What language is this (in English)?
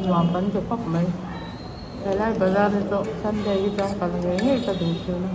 Mizo